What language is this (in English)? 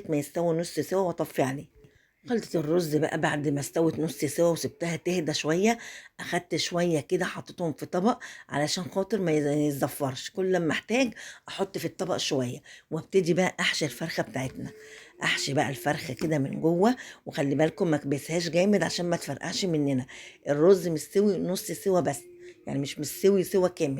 Egyptian Arabic